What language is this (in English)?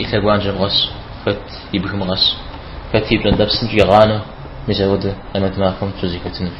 Kabardian